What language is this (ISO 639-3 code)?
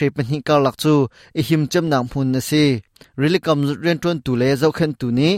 cnh